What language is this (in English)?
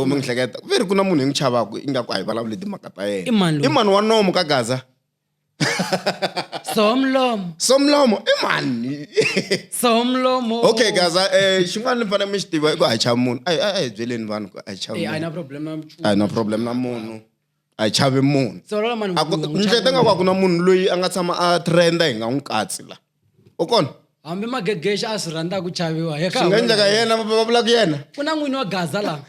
Tsonga